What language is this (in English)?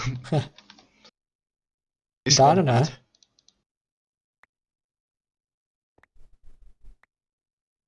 Czech